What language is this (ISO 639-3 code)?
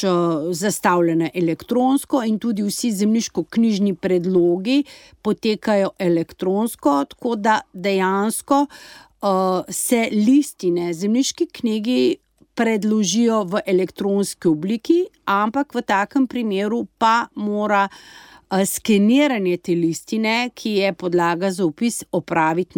slv